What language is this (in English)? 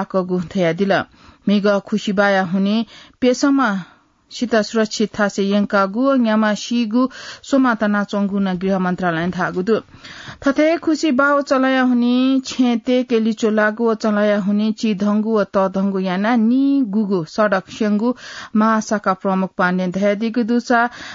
Newari